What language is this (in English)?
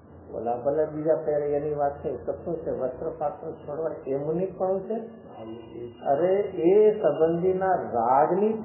Gujarati